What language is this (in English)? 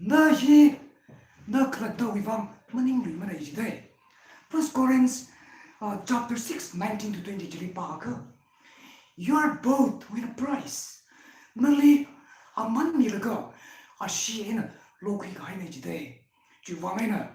Tangkhul Naga (India)